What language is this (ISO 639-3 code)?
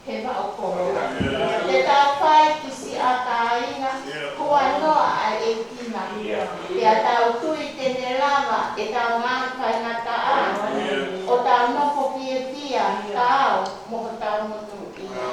ton